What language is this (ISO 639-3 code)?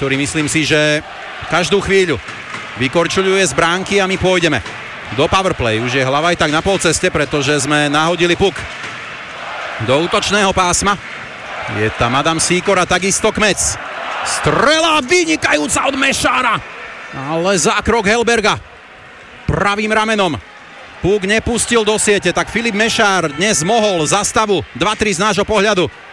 slk